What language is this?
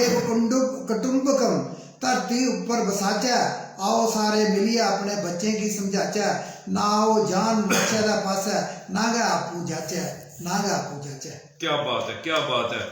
Dogri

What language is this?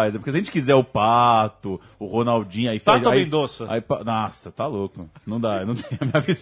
Portuguese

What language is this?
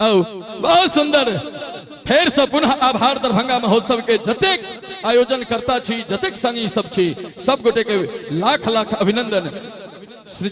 Maithili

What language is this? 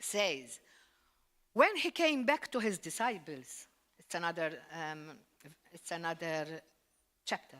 English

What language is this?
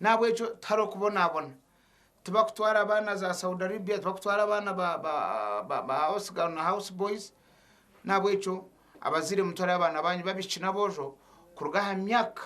Nyankole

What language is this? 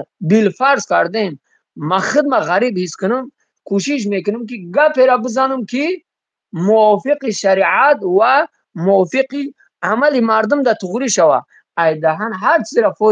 Tajik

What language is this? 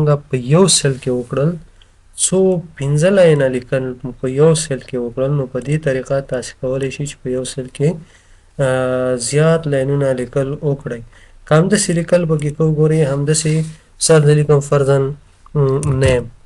Pashto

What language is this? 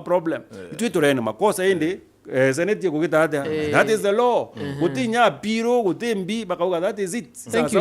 Meru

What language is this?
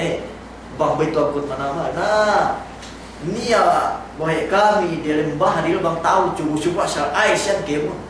Yakan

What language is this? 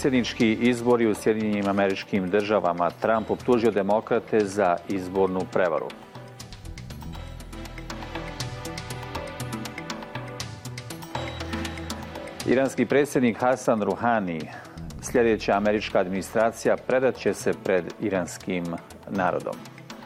Bosnian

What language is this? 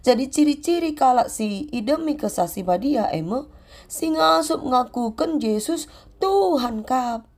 Batak Karo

